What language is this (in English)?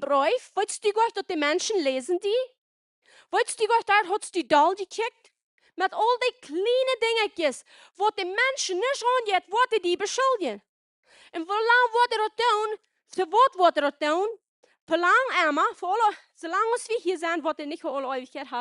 Plautdietsch